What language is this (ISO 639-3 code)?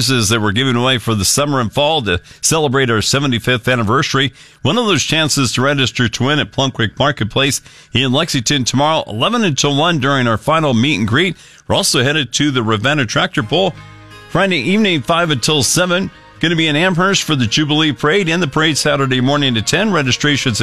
eng